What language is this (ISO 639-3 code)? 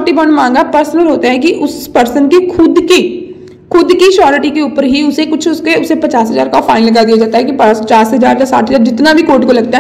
hin